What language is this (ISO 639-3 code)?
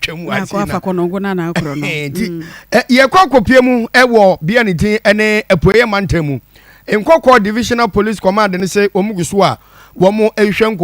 aka